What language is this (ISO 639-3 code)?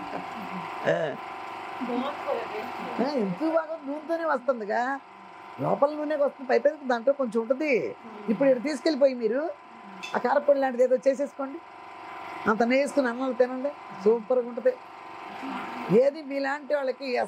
tel